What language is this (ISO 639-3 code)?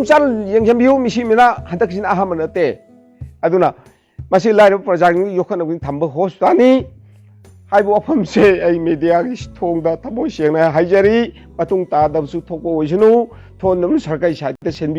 mni